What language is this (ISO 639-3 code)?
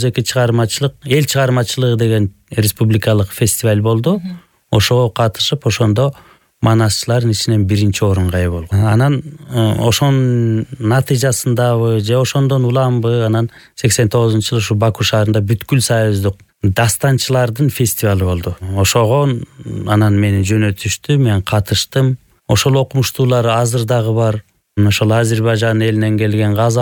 kir